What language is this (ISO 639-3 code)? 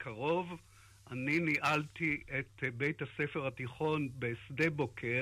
heb